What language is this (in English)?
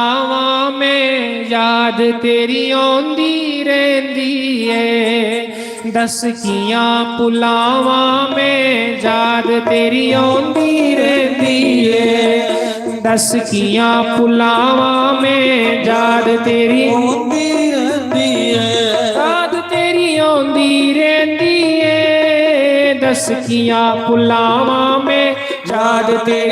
Dogri